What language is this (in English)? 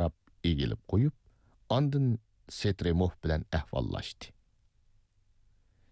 Uyghur